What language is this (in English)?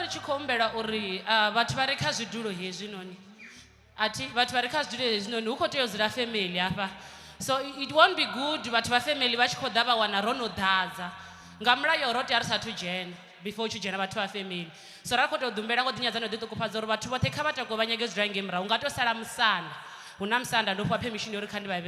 Venda